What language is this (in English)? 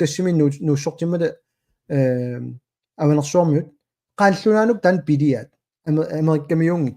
Kalaallisut